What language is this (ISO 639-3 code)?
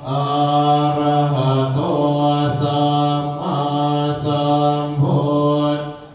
pli